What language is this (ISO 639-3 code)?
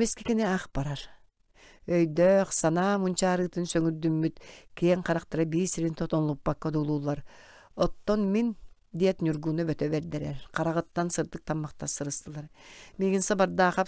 sah